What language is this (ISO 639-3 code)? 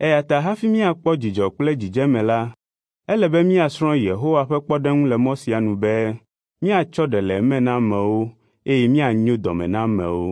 ewe